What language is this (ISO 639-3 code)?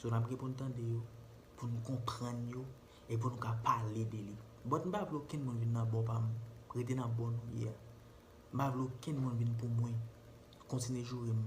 hat